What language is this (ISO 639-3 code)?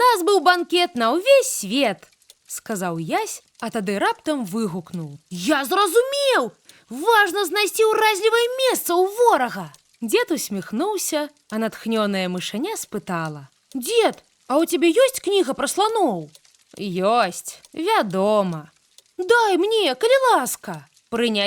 bel